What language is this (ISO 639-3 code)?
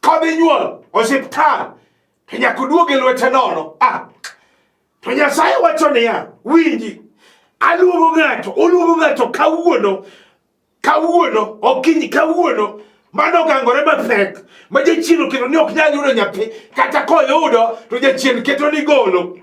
luo